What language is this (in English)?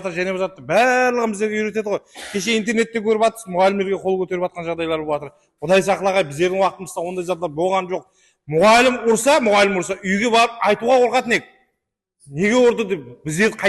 Kara-Kalpak